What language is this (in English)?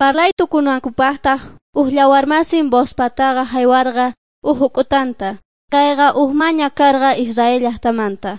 South Bolivian Quechua